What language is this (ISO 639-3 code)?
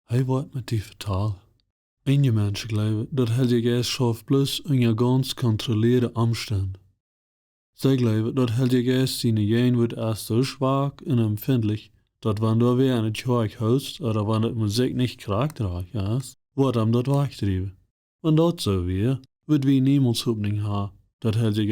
pdt